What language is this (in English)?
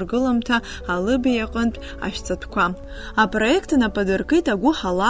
Abkhazian